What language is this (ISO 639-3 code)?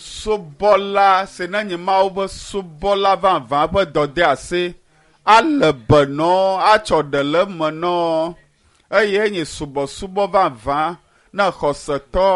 ewe